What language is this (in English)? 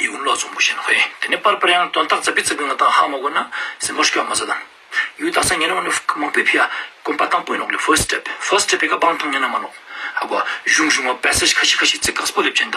Ladakhi